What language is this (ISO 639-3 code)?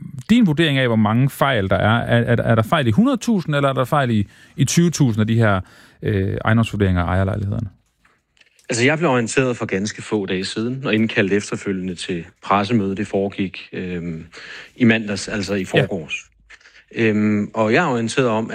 dan